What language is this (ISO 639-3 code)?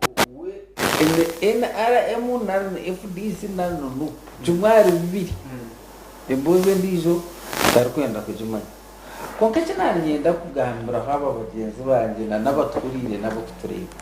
nyn